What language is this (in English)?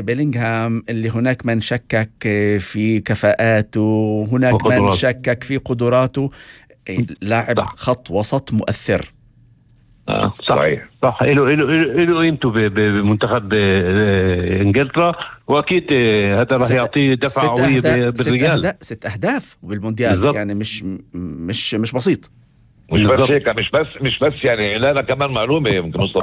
North Levantine Arabic